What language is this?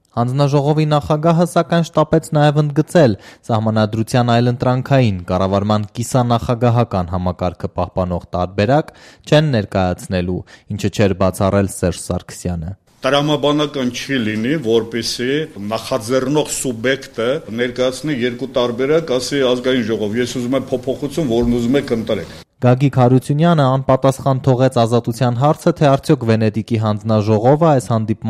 Armenian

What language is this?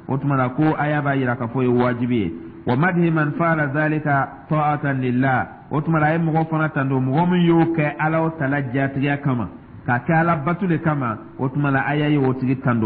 Dyula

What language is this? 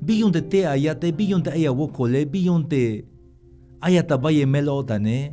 Tzeltal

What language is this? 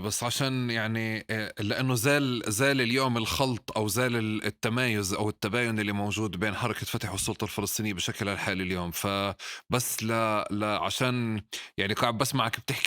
North Levantine Arabic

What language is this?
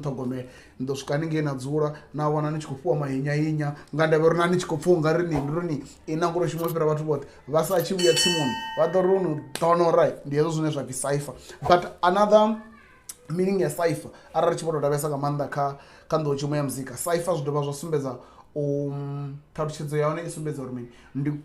Venda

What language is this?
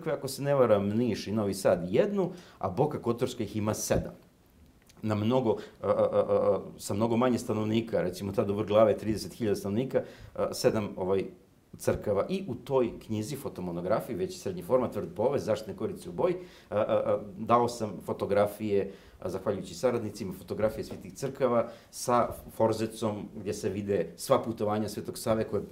Serbian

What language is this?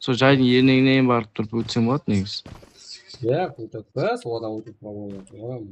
Kara-Kalpak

